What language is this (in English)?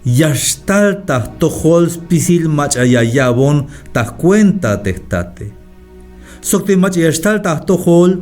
Tzeltal